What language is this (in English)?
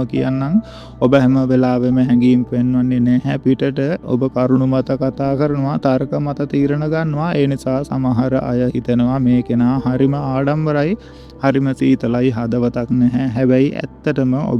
Sinhala